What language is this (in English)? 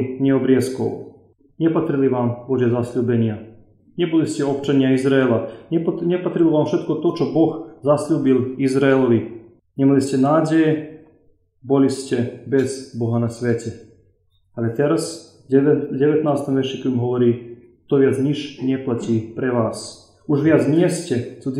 Slovak